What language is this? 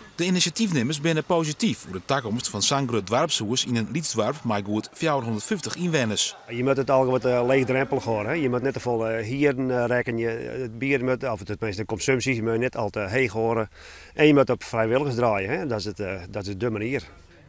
Western Frisian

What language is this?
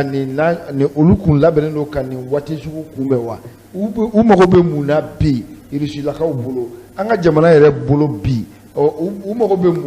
Bambara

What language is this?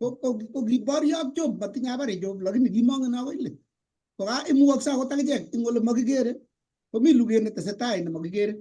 Kalenjin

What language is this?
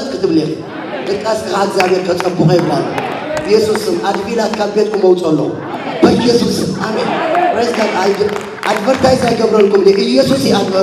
Tigrinya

